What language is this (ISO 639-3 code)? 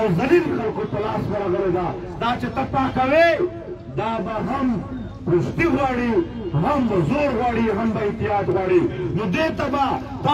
pus